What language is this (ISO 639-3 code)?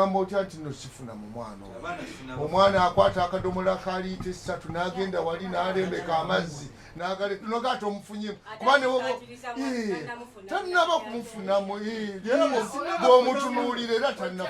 lug